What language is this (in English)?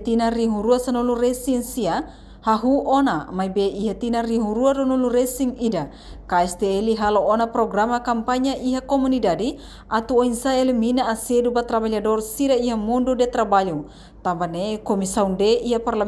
Tetum